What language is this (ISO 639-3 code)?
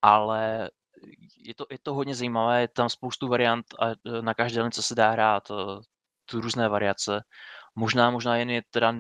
ces